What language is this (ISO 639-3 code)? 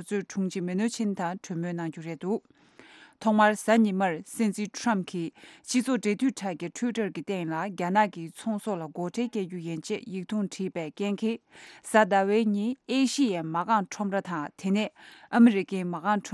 bod